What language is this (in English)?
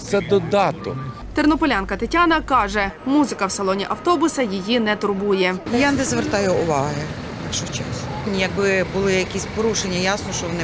Ukrainian